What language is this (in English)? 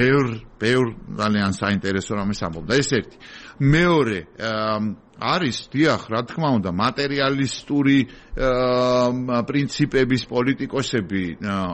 Georgian